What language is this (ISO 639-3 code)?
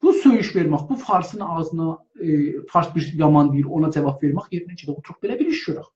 azb